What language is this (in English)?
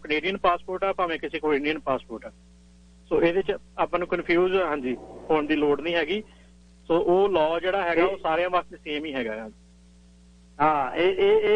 Punjabi